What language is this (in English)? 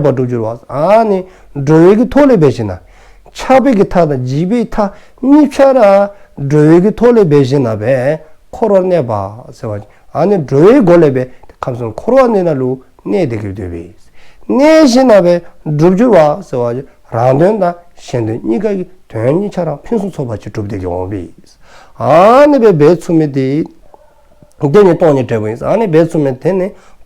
Dzongkha